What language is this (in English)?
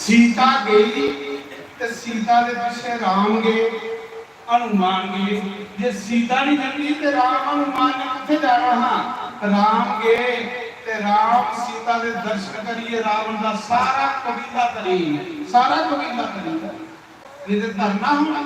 Dogri